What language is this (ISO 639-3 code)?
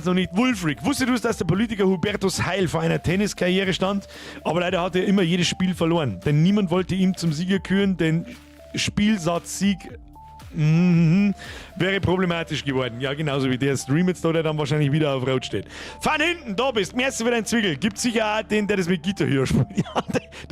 bar